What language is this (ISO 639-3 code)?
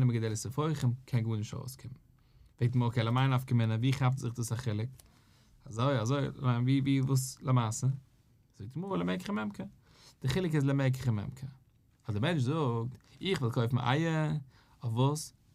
yid